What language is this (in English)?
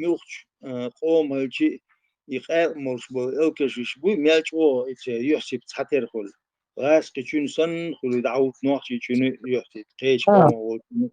Chechen